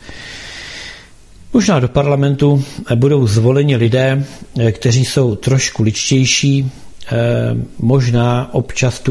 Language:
Czech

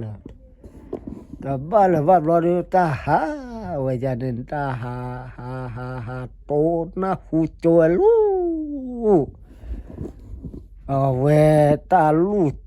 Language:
S'gaw Karen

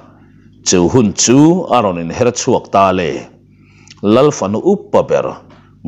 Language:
Mizo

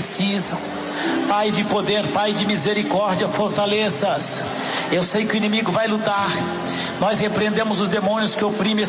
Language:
Portuguese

